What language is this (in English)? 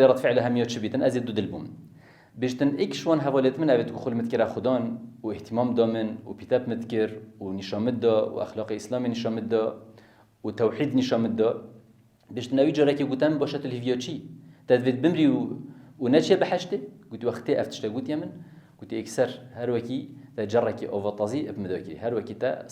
Kurdish